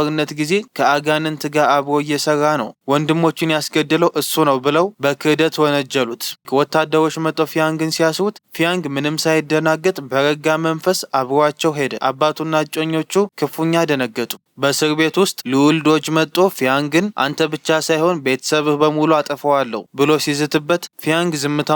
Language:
Amharic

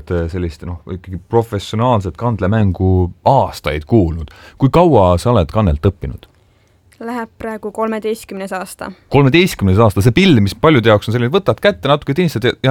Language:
Estonian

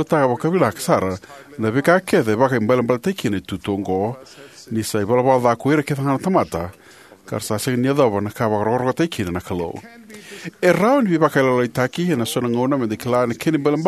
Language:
Fijian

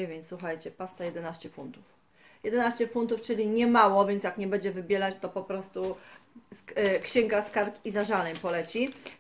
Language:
Polish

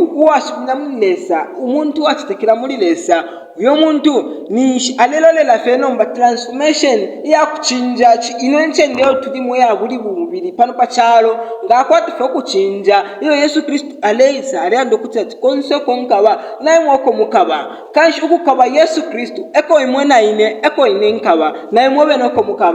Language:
Bemba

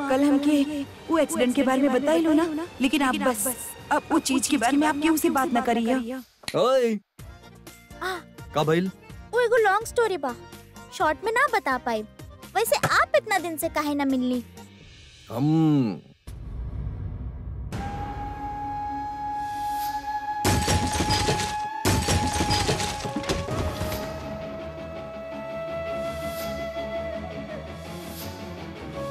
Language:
Bhojpuri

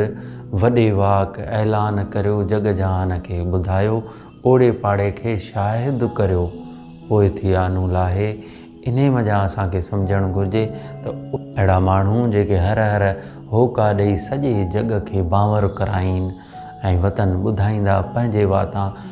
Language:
Sindhi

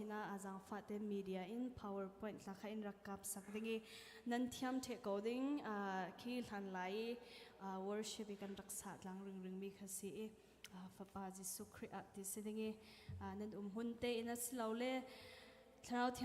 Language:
Hakha Chin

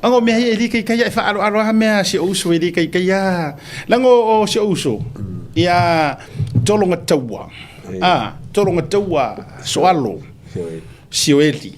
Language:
Samoan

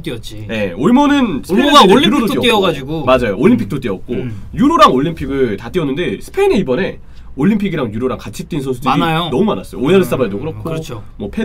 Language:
Korean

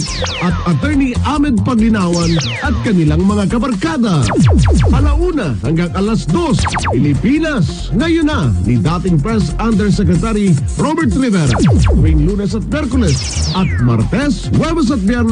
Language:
Filipino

